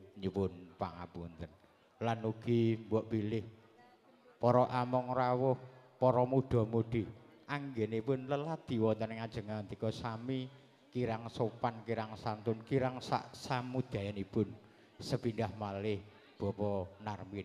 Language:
Javanese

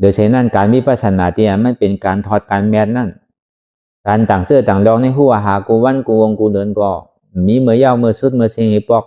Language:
Shan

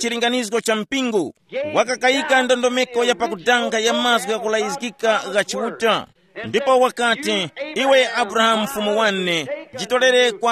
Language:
Tumbuka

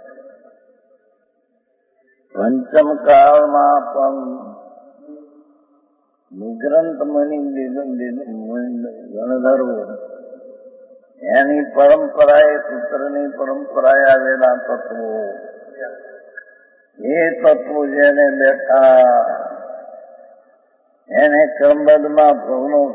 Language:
Gujarati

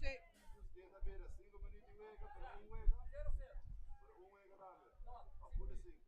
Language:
Papiamento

